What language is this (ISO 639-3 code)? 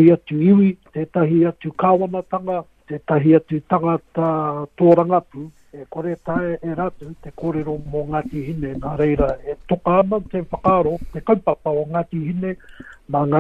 mri